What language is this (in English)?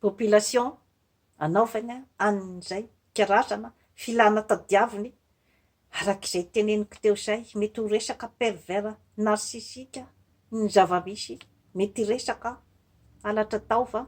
Malagasy